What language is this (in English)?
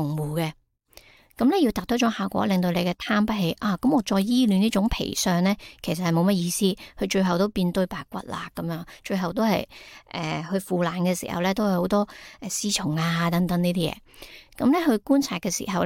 Cantonese